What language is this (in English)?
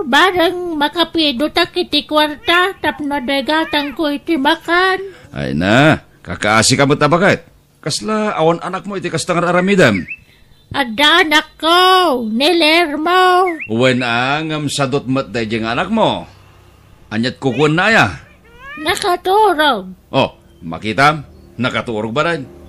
Iloko